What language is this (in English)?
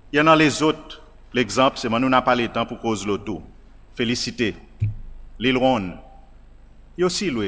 Seselwa Creole French